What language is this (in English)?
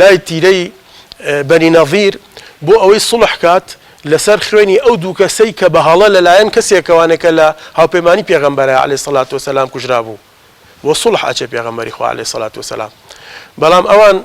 Central Kurdish